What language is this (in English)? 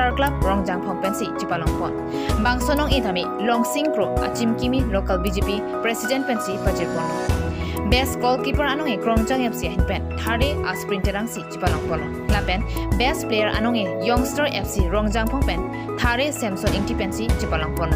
Karbi